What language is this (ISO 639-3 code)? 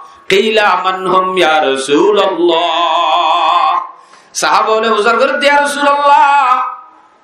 rhg